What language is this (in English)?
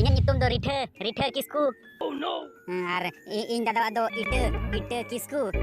Santali